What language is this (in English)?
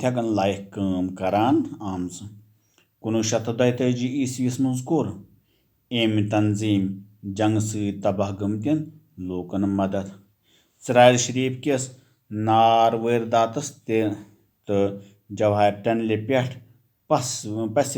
Kashmiri